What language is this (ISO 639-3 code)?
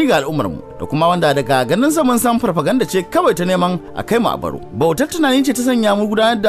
hau